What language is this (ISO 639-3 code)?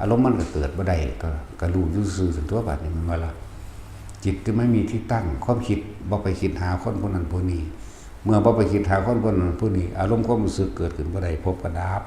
tts